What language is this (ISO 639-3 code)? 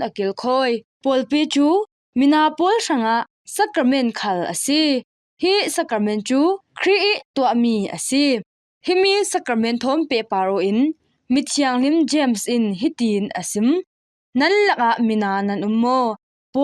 cfm